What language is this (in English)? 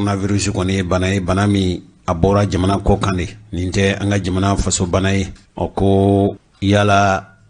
Bambara